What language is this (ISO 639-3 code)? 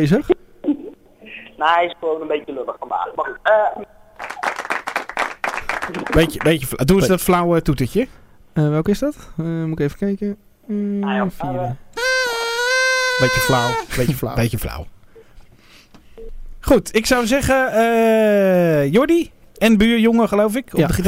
nld